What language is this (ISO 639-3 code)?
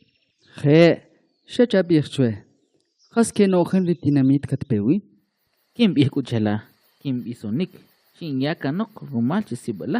quc